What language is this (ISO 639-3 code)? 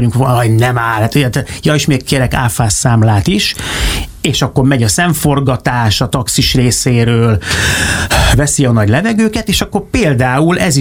hun